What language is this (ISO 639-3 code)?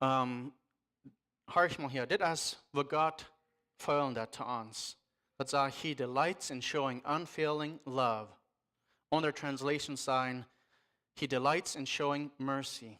pdt